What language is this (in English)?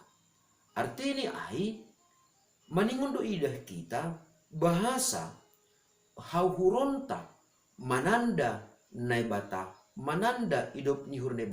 Batak Simalungun